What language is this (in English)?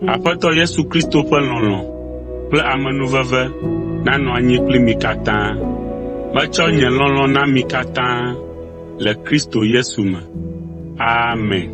Ewe